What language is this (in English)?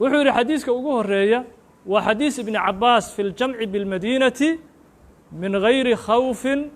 Somali